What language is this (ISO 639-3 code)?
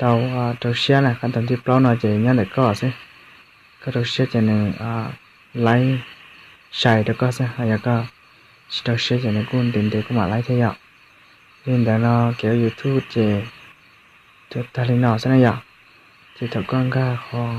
hmn